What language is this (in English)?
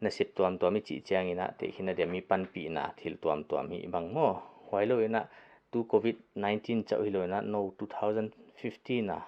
Paite Chin